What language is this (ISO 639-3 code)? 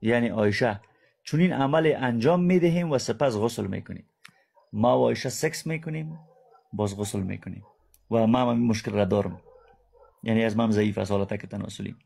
fas